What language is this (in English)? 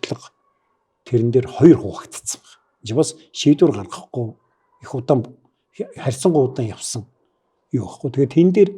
Mongolian